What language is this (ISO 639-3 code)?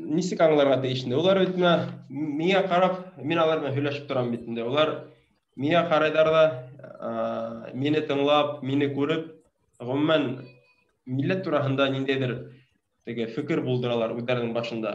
bak